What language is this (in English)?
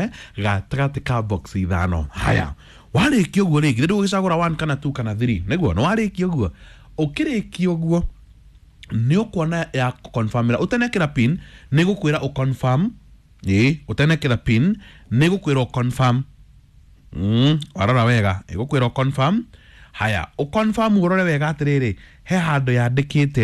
Kikuyu